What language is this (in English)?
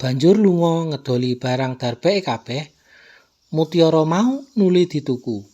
Javanese